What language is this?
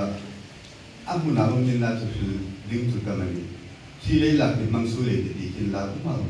Hmar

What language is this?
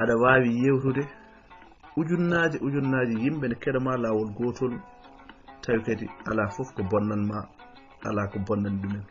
Fula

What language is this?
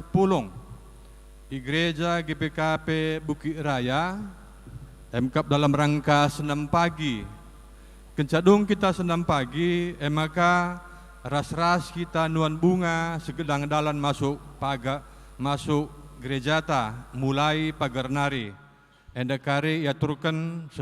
Batak Karo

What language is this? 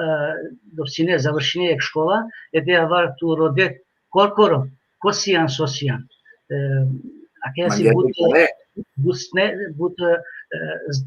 Balkan Romani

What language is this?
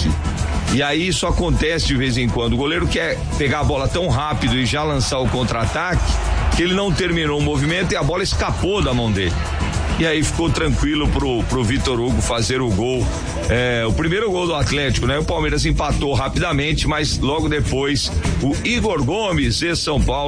Portuguese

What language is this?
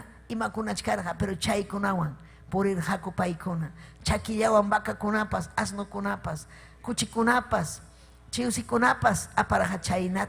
Ayacucho Quechua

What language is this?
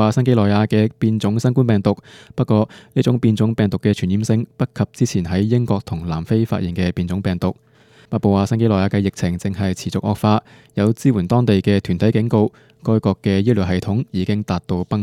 Cantonese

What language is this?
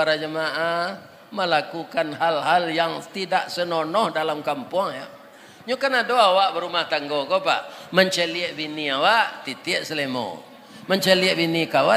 Minangkabau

